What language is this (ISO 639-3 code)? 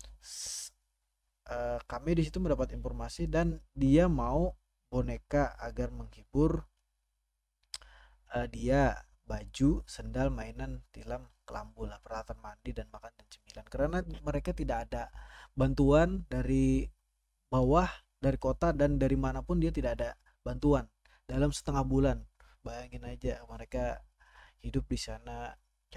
ind